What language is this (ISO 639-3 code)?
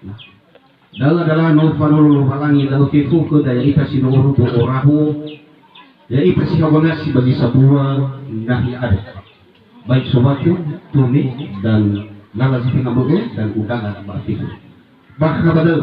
nia